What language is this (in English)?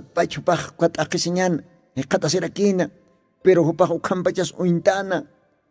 Aymara